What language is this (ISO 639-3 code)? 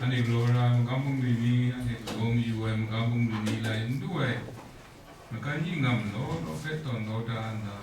kac